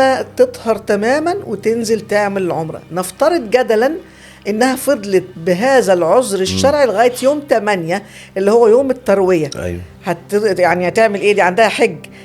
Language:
Egyptian Arabic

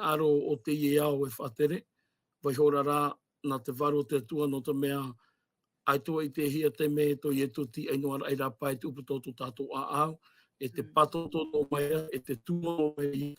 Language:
Tahitian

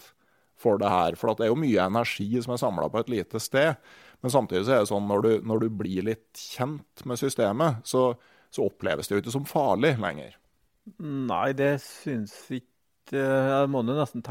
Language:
Norwegian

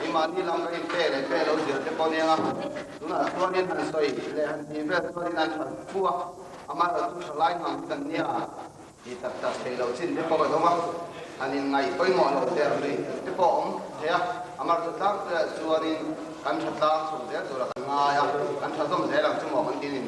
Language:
Mizo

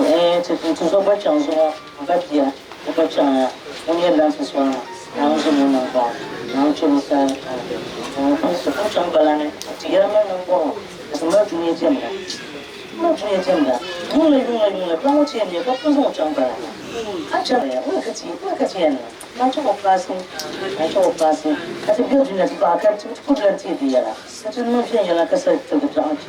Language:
Dagbani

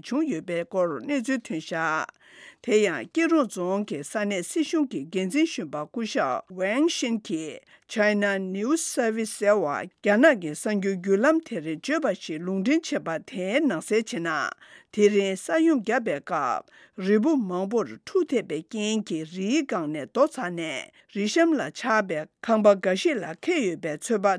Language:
Tibetan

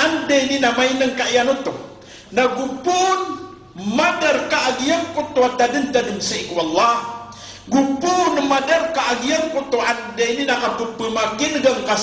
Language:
Maranao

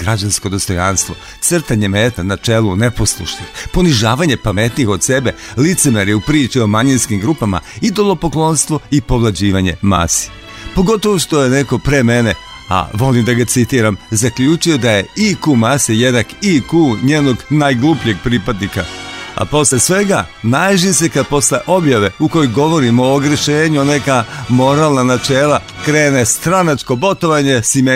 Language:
Serbian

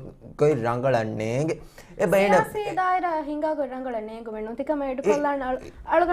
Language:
Divehi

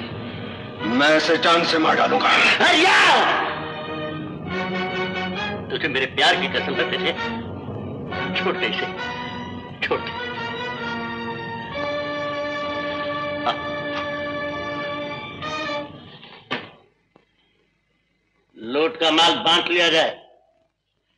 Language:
Hindi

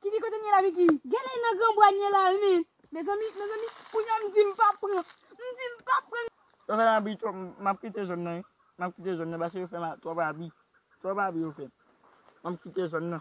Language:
Haitian Creole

